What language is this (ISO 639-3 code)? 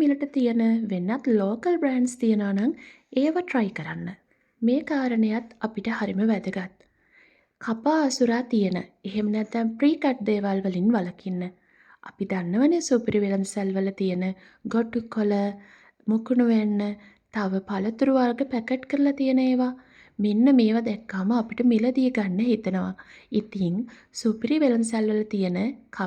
sin